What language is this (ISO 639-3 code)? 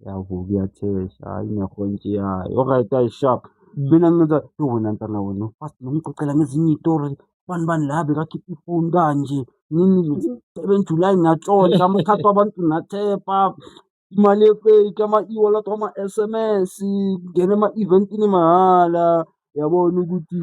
zul